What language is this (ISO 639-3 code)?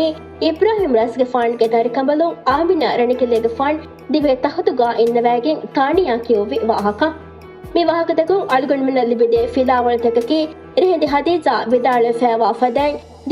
div